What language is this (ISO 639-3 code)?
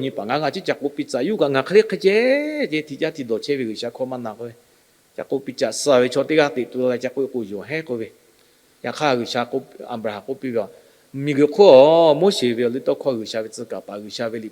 lhu